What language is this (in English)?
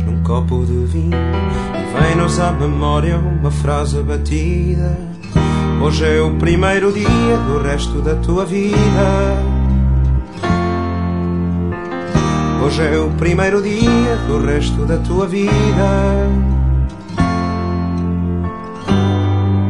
Portuguese